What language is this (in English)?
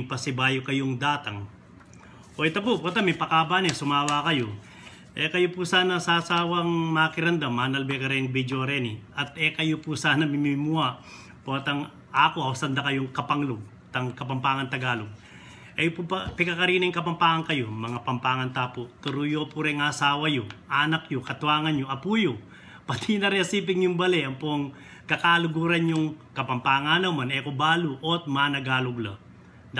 Pampanga